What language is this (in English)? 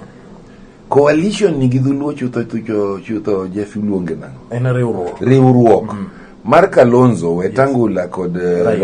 Luo (Kenya and Tanzania)